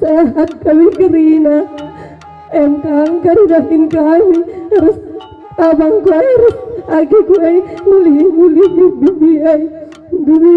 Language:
Batak Karo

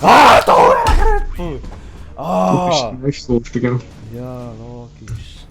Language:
Swiss German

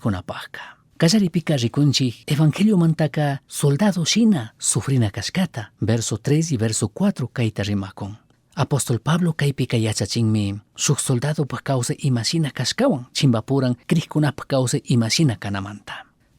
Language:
Chimborazo Highland Quichua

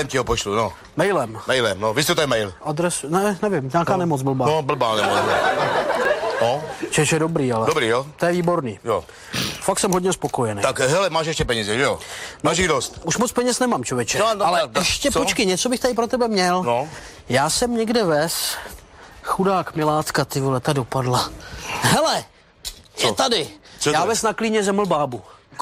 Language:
Czech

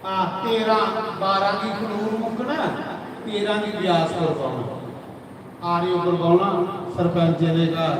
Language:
Dogri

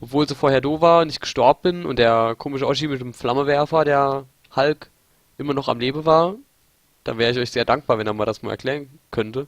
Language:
Palatine German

